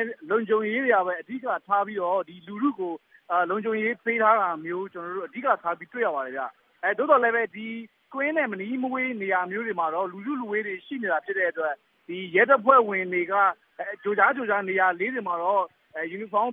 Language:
Burmese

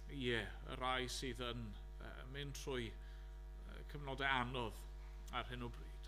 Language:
Welsh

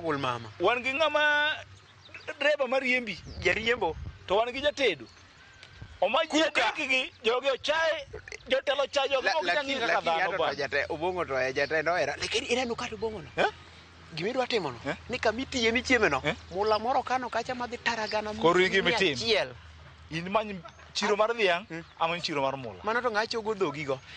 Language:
Luo (Kenya and Tanzania)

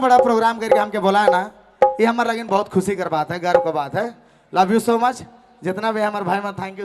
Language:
Sadri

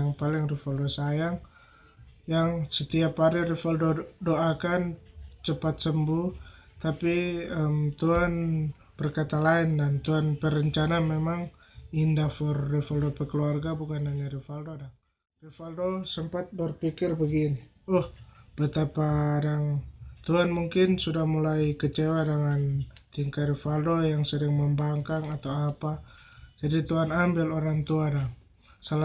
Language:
Manado Malay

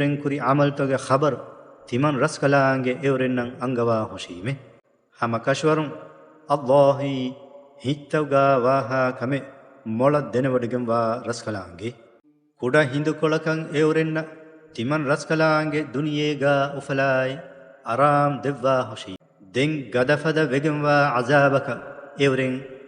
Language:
Divehi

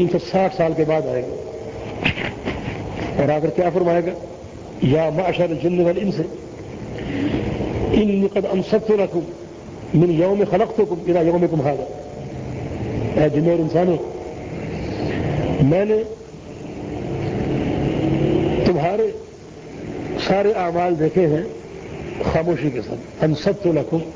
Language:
Urdu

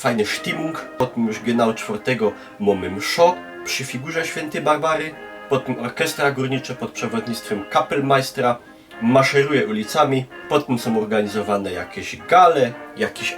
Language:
Silesian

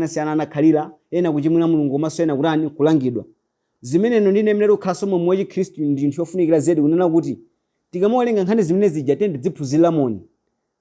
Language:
Nyanja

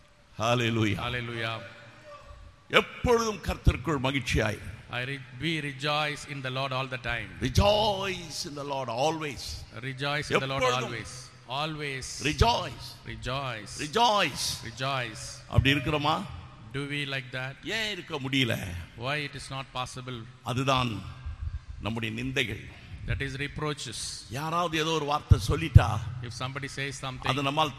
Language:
Tamil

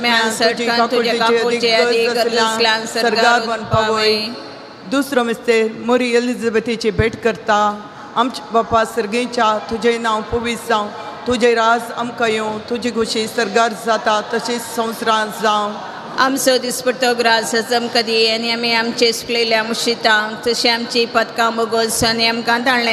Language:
Konkani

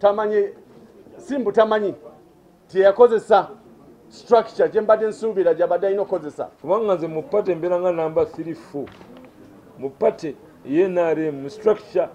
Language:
Ganda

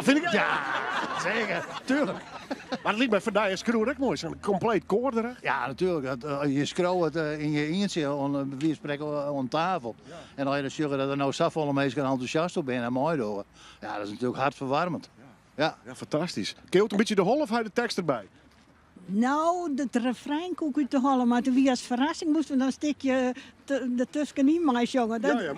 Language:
Western Frisian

